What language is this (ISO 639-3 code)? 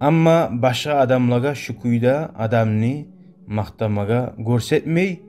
kum